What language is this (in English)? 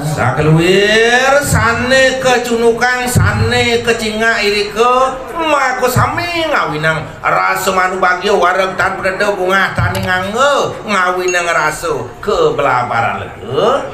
Balinese